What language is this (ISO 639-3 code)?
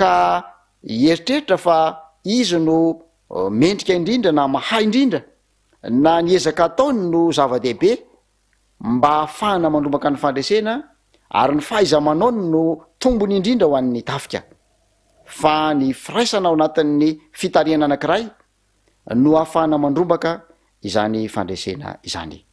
mlg